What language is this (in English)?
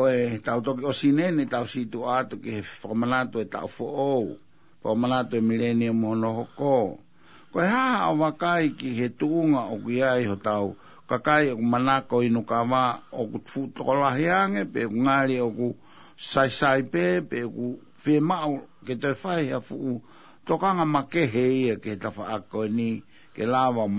Tongan